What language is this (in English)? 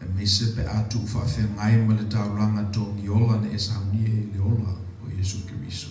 Samoan